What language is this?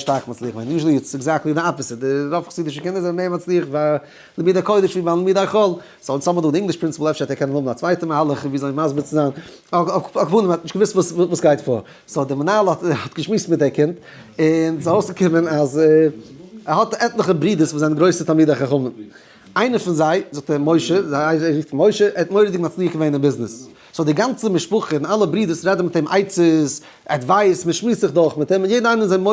Yiddish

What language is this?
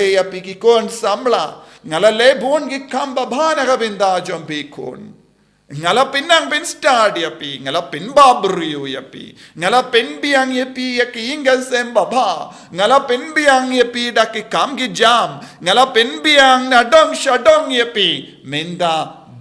Khasi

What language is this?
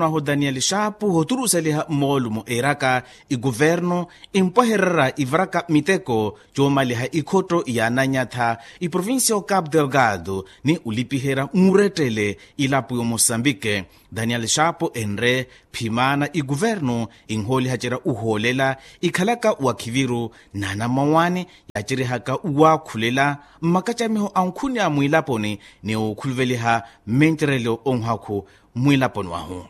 Makhuwa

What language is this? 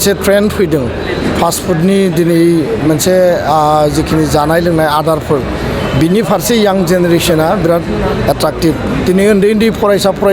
Bodo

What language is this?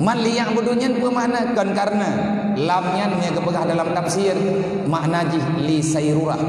Achinese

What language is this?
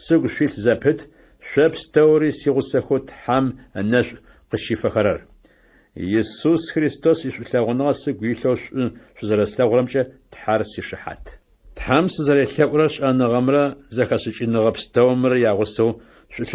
Adyghe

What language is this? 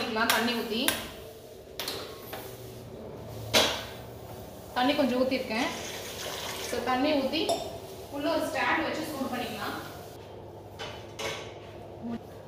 Tamil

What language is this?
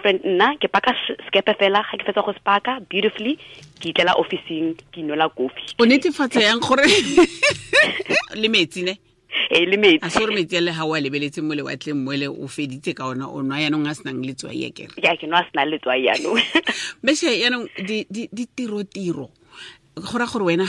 Tswana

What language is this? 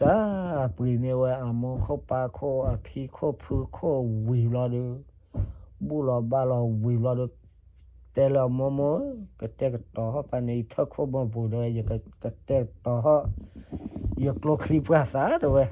S'gaw Karen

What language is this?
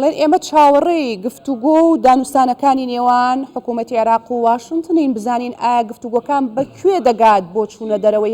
Central Kurdish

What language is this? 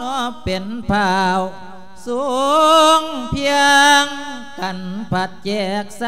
Lao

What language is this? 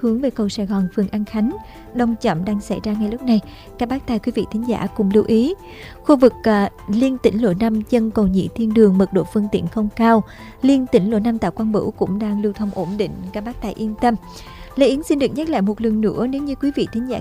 Vietnamese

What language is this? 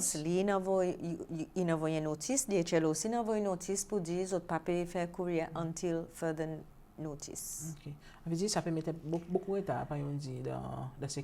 Seselwa Creole French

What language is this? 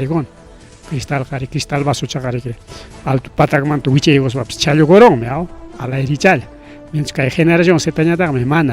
Ayacucho Quechua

